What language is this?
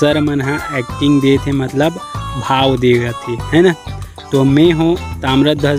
Chhattisgarhi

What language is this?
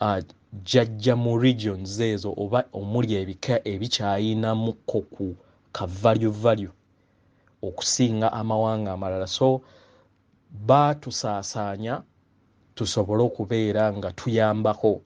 Ganda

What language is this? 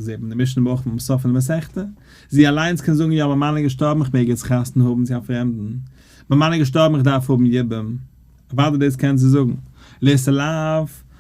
Yiddish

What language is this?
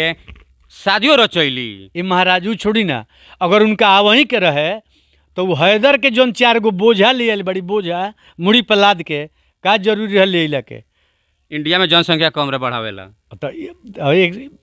Bhojpuri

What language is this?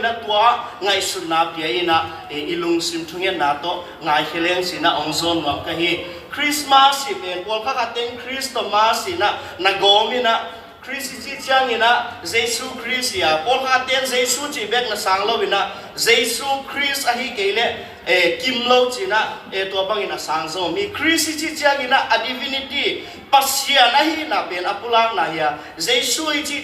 Tedim Chin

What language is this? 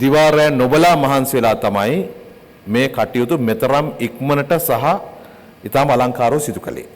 Sinhala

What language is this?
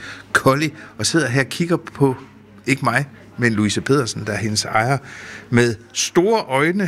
Danish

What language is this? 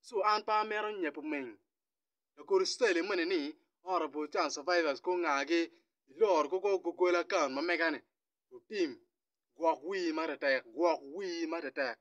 Acoli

